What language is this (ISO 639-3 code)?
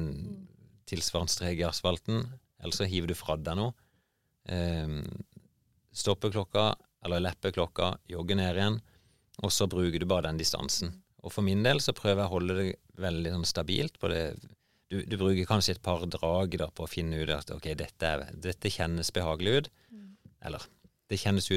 nor